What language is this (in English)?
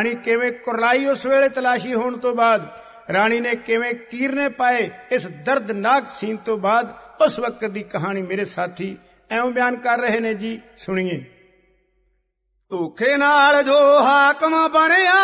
Punjabi